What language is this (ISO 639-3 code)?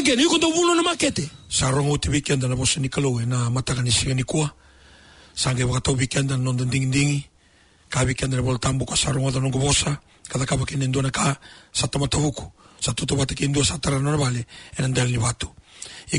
fij